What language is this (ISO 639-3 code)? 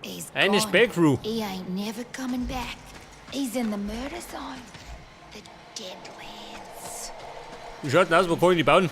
bar